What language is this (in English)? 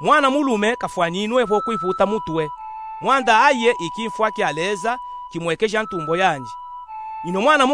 Luba-Katanga